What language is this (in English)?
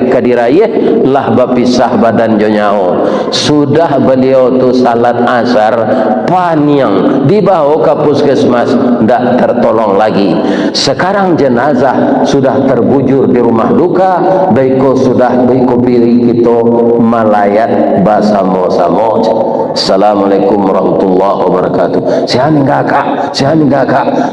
Minangkabau